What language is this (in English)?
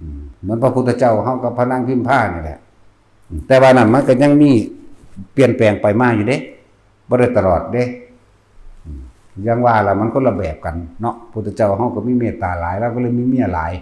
Northeastern Thai